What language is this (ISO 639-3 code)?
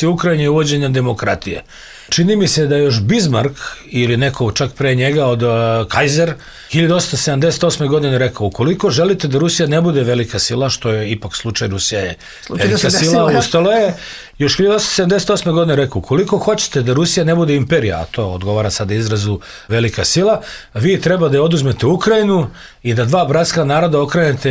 srp